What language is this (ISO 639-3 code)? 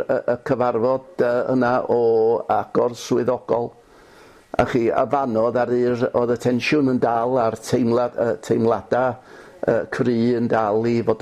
cym